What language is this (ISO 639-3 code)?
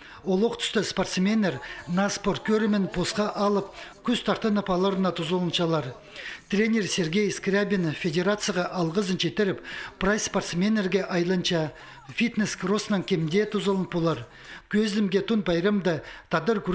kjh